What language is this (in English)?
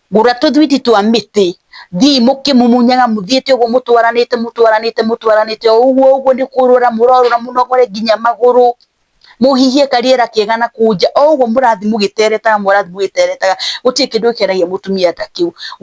Kikuyu